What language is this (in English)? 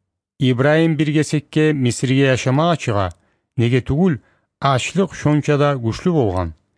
Kumyk